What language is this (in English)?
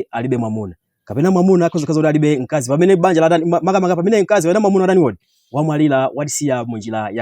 Nyanja